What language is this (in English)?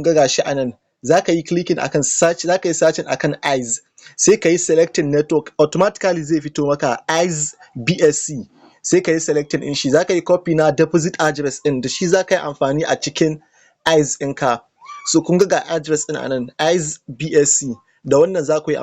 Hausa